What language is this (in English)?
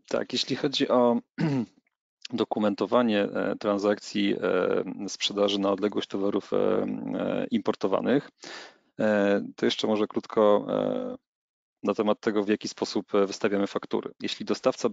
Polish